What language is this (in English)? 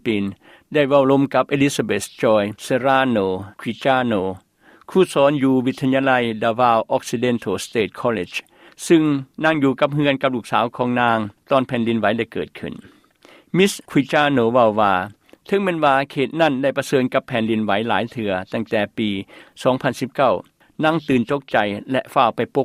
Lao